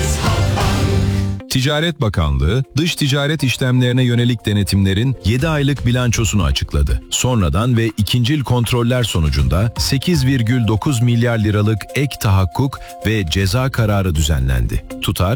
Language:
Turkish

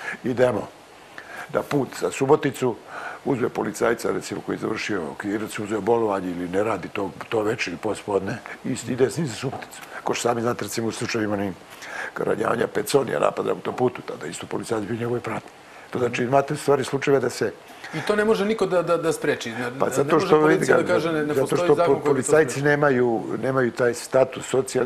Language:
Serbian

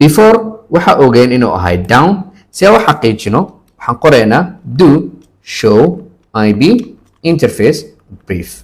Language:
Somali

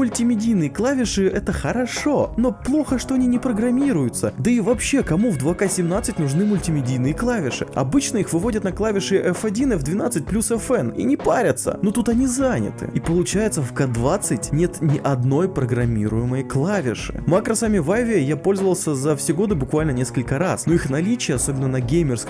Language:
Russian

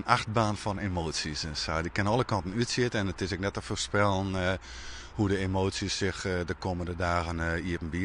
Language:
Western Frisian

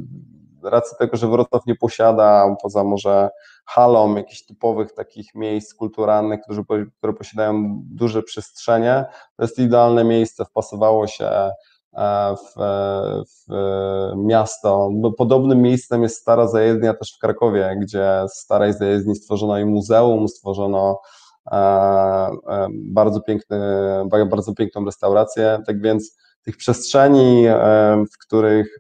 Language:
Polish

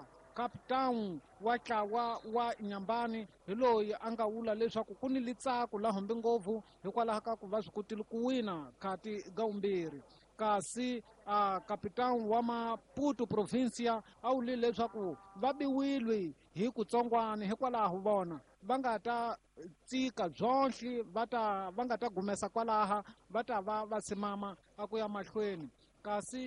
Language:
Tsonga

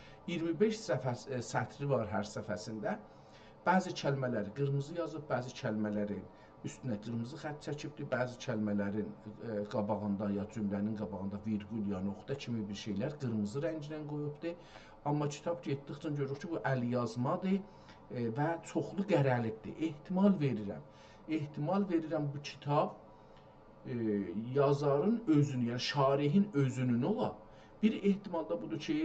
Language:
South Azerbaijani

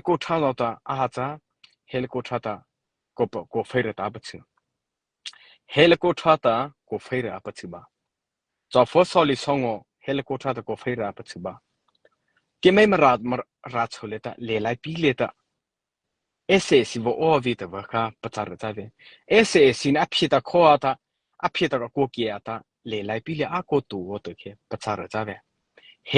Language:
Mara Chin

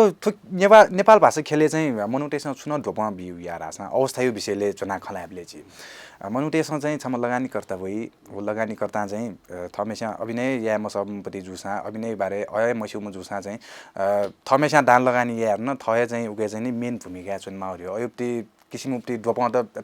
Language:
Newari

